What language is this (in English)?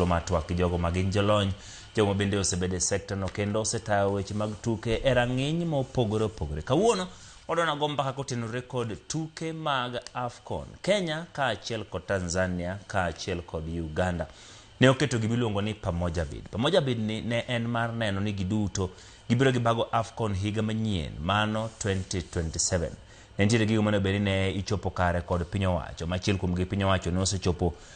Luo (Kenya and Tanzania)